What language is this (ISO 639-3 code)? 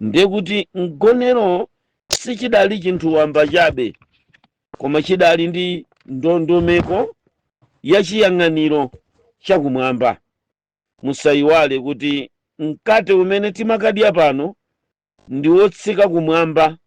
nya